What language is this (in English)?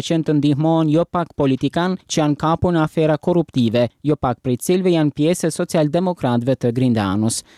Albanian